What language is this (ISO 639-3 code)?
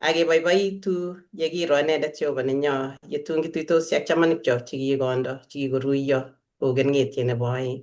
kln